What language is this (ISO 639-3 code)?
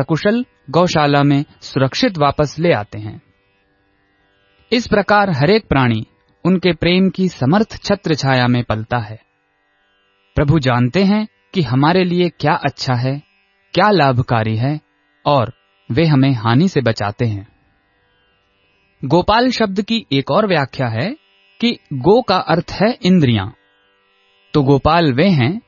hin